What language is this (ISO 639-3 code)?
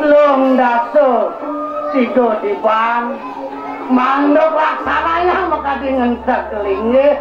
ban